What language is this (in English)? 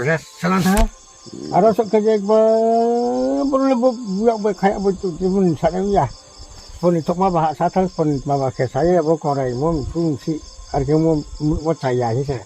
Riang (India)